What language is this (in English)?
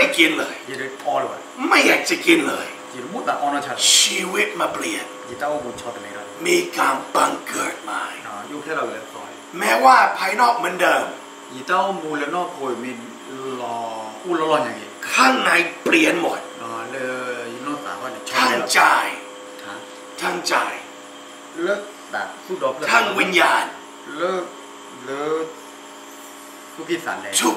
Thai